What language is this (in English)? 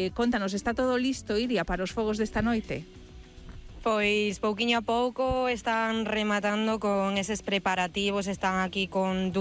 Galician